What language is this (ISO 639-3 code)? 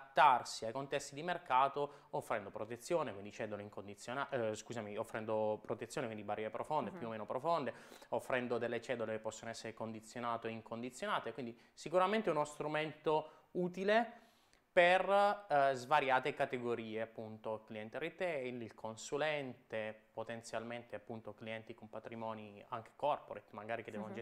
ita